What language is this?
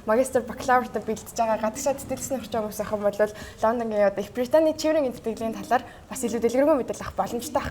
Mongolian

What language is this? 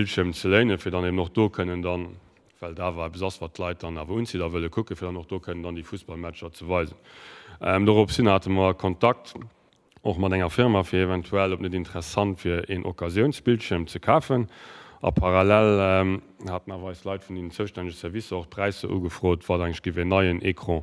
Luxembourgish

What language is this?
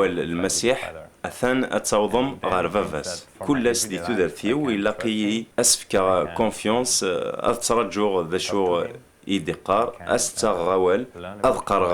Kabyle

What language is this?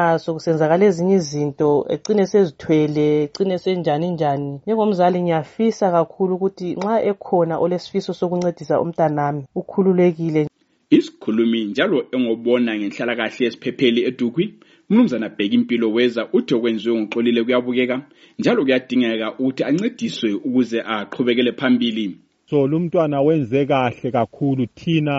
North Ndebele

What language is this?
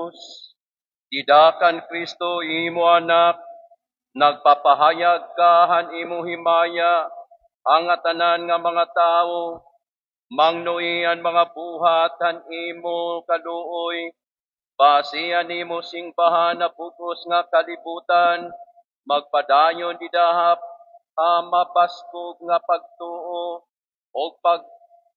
Waray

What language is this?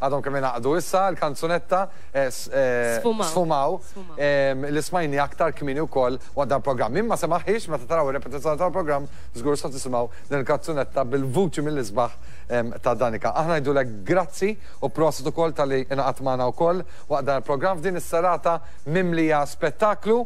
Maltese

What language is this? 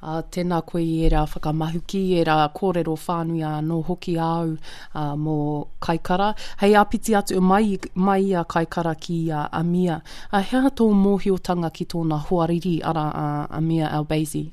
Māori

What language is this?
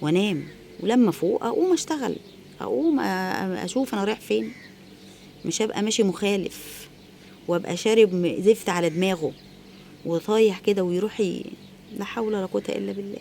Egyptian Arabic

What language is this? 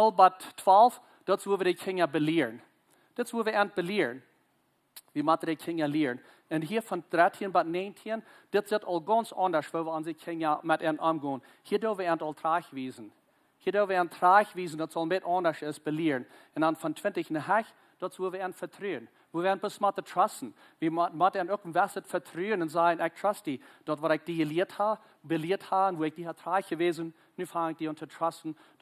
Plautdietsch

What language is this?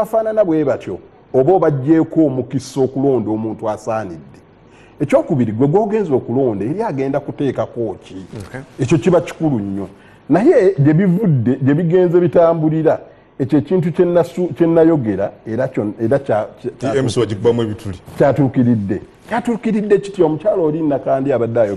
Ganda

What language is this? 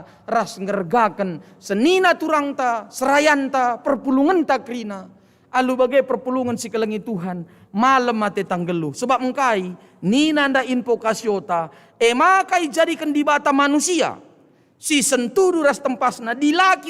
Batak Karo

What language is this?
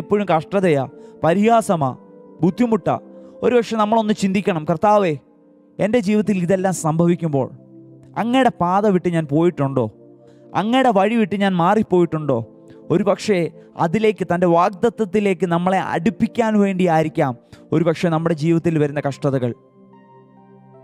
Malayalam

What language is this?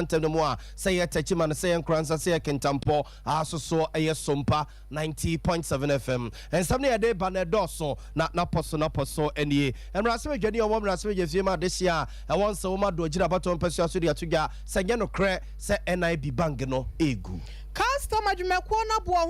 Akan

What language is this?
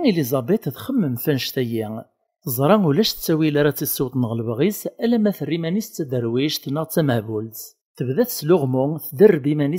Kabyle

